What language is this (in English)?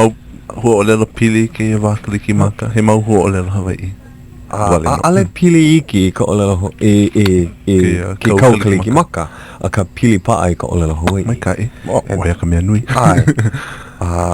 Hawaiian